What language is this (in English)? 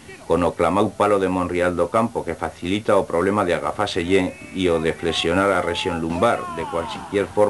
Aragonese